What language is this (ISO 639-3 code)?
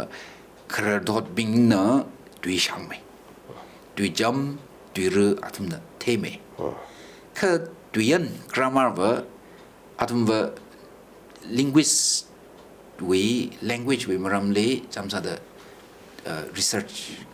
nmf